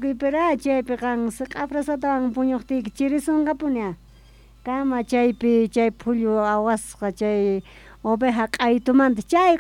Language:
South Bolivian Quechua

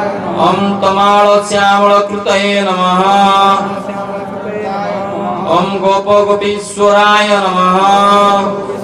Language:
Odia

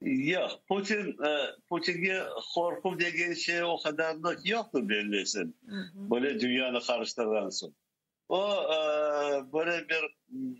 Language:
Crimean Tatar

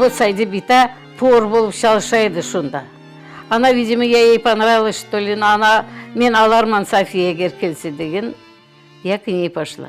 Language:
Crimean Tatar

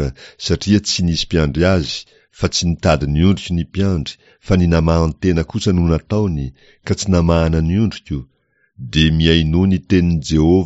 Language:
Malagasy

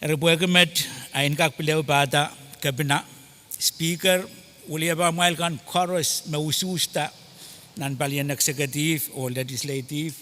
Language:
Pohnpeian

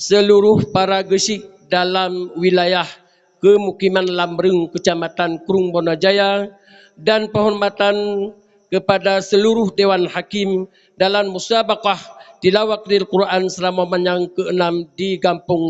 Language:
Achinese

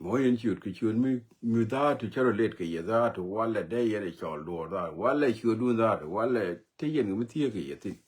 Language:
Nuer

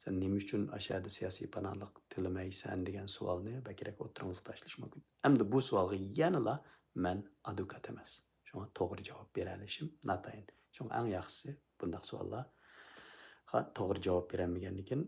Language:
Uyghur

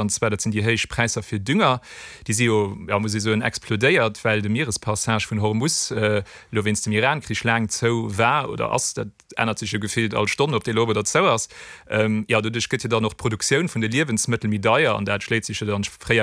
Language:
Luxembourgish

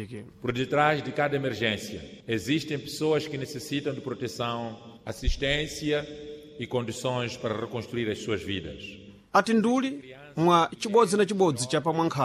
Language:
Sena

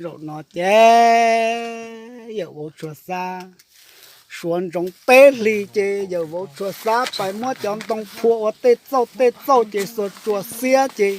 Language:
Hmong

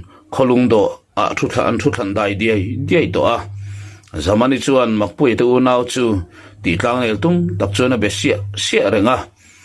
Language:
Mizo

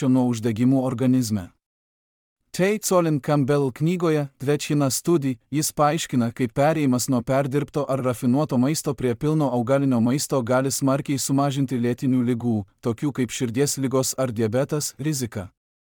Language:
Lithuanian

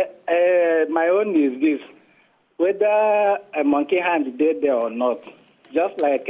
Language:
Nigerian Pidgin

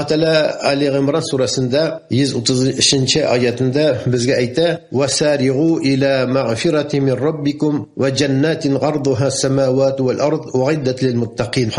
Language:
Tatar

